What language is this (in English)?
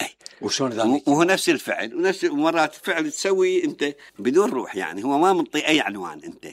Mesopotamian Arabic